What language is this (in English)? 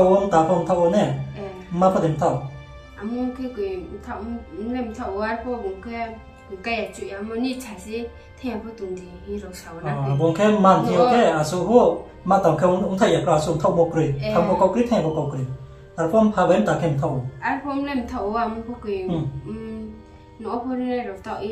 Riang (India)